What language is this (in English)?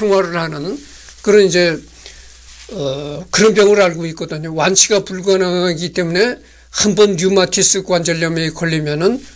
Korean